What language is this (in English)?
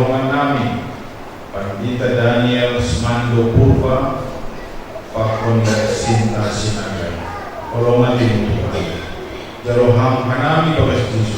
Batak Simalungun